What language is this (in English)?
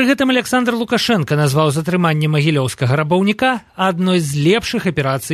Belarusian